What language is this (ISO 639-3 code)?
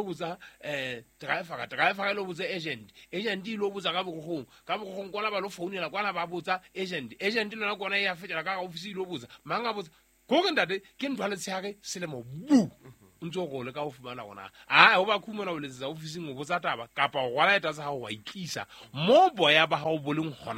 sot